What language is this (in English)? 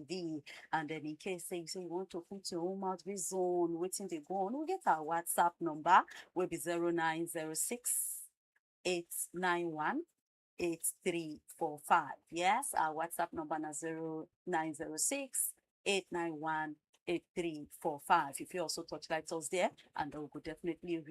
Nigerian Pidgin